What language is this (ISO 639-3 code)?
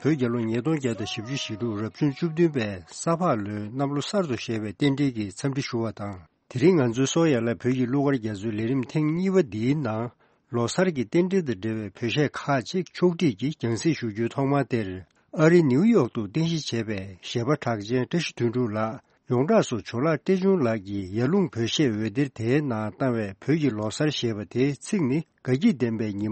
bod